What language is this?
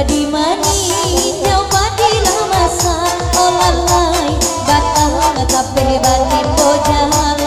Minangkabau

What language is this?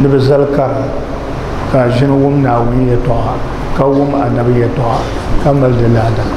Dagbani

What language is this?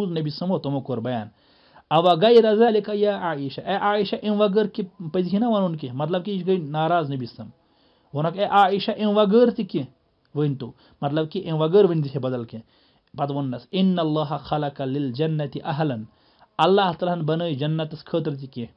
Kashmiri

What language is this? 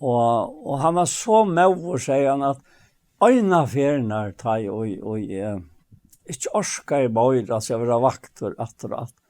Faroese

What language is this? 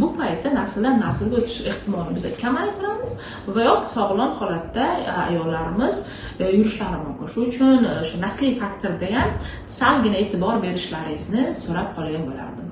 Uzbek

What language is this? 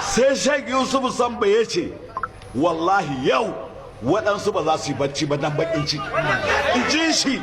Hausa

